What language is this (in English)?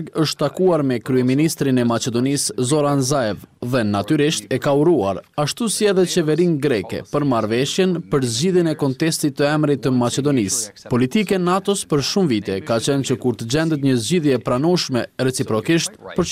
Albanian